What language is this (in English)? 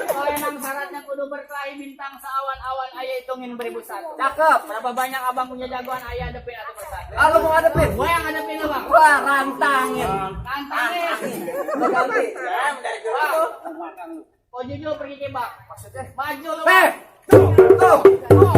Betawi